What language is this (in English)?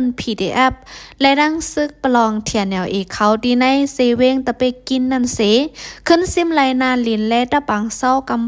Shan